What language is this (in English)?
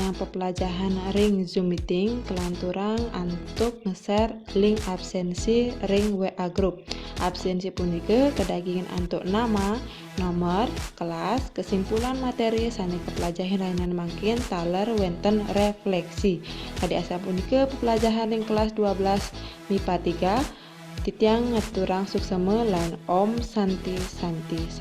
Balinese